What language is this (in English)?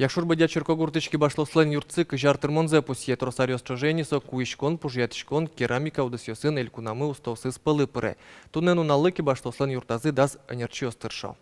Udmurt